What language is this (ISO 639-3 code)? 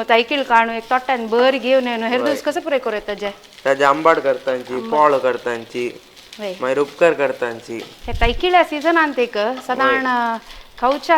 kok